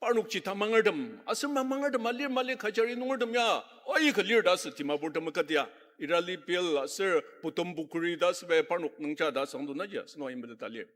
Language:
Ao Naga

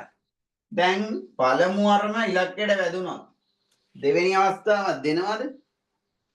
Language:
Sinhala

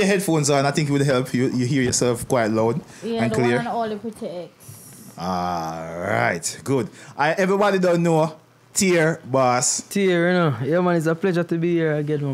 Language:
Jamaican Creole English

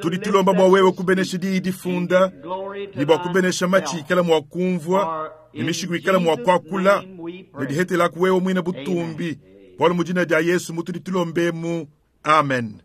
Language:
Luba-Lulua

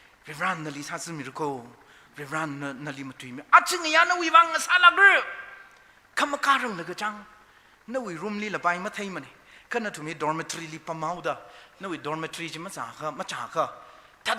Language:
Tangkhul Naga (India)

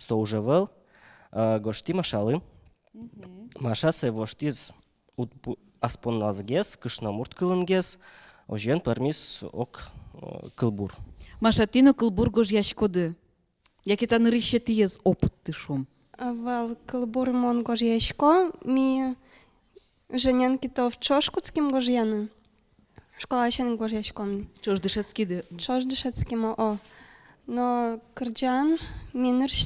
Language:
Udmurt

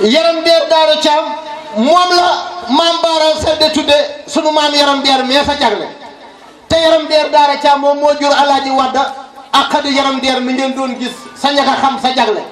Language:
Wolof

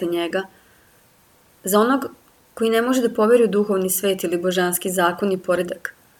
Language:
Serbian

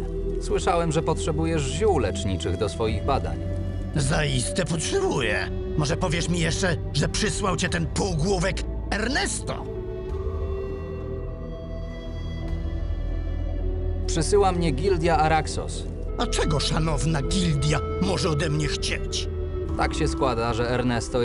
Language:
Polish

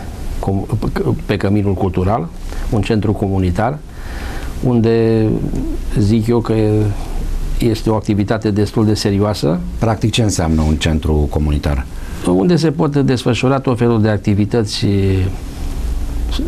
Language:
Romanian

